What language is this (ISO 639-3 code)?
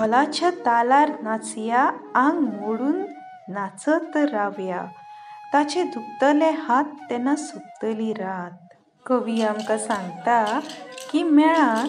kok